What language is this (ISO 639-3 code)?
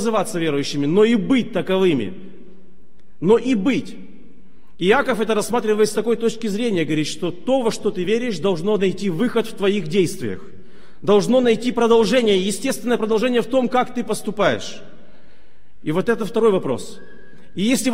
rus